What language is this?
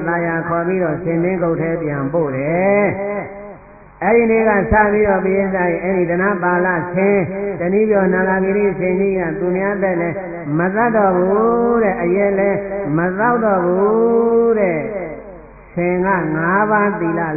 Burmese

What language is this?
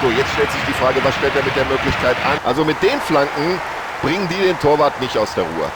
Bavarian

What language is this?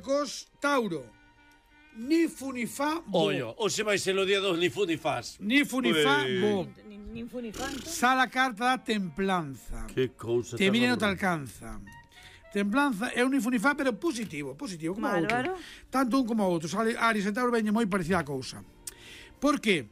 Galician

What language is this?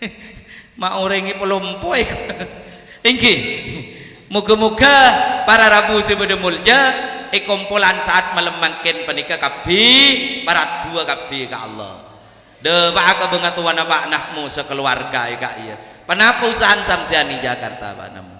Madurese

